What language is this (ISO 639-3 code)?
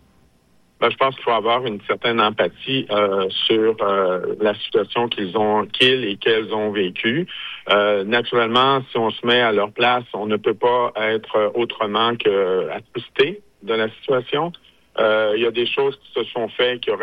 fra